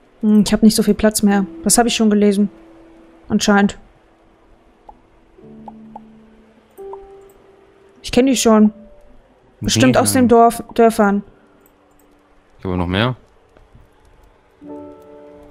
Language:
German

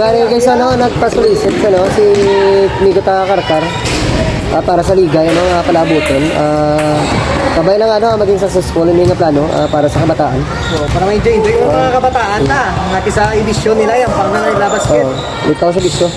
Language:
Hiligaynon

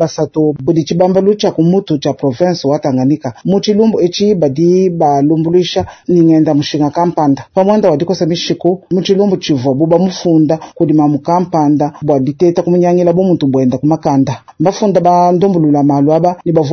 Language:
Luba-Lulua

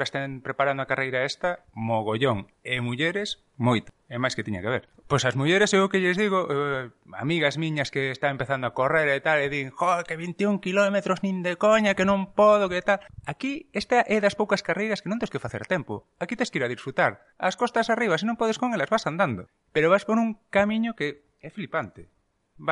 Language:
Galician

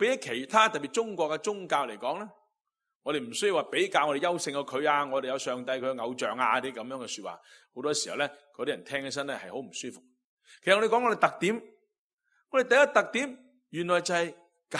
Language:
Cantonese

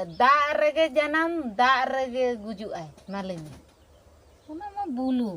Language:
Santali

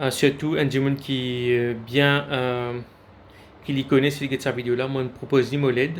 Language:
Morisyen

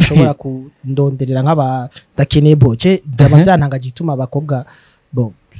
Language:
Rundi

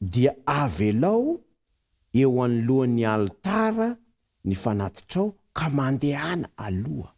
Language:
Malagasy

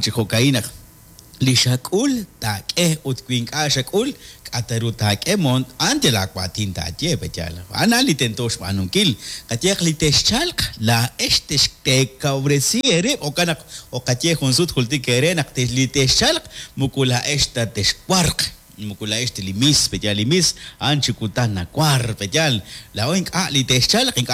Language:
Kekchí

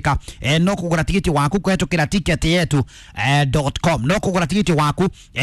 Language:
Kikuyu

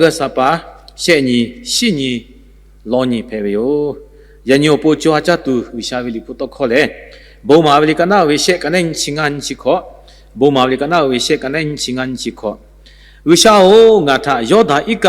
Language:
Lahu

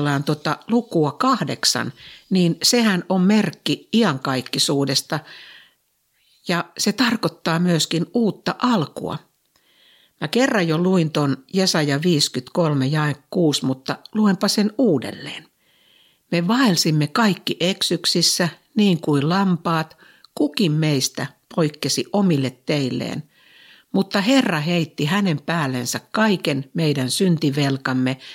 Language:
Finnish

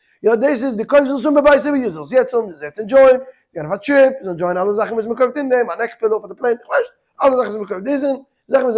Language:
Yiddish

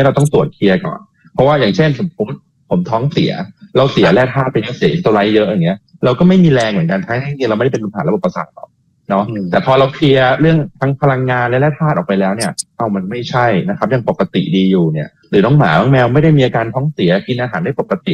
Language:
Thai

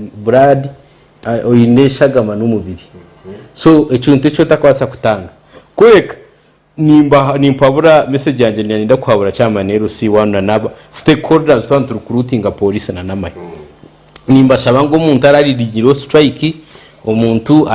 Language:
Nyankole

